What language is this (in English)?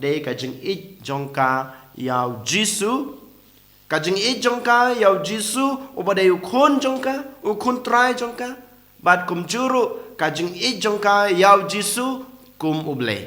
Khasi